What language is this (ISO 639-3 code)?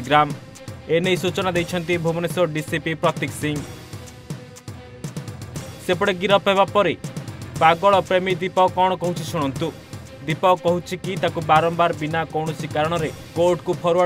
ori